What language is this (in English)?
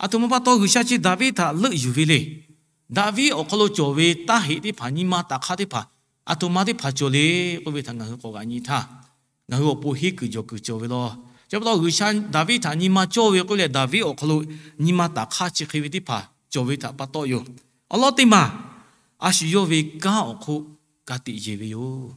Lahu